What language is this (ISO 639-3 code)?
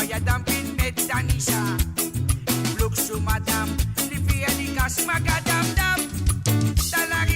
mfe